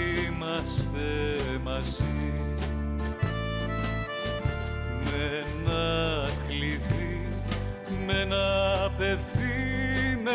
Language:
Greek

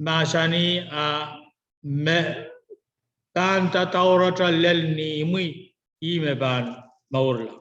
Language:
Pohnpeian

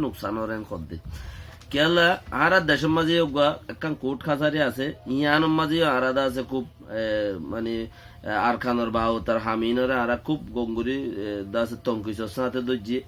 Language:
Rohingya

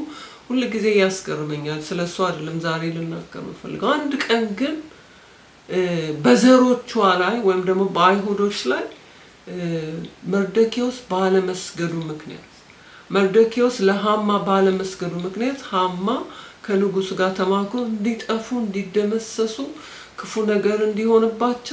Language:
Amharic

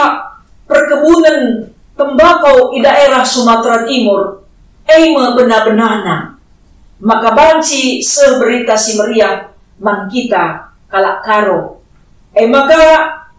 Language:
Batak Karo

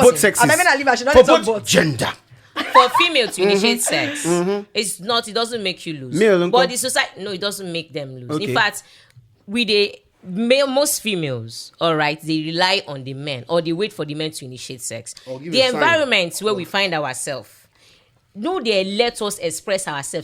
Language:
Nigerian Pidgin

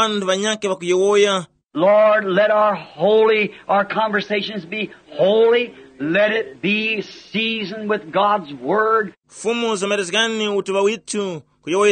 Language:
Tumbuka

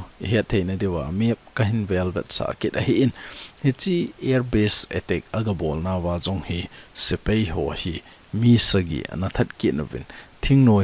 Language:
Thado Chin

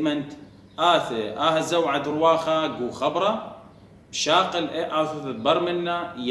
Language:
Assyrian Neo-Aramaic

